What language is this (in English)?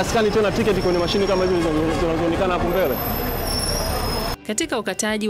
Swahili